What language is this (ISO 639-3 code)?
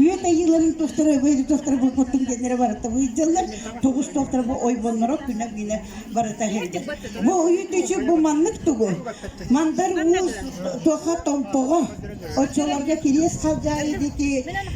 sah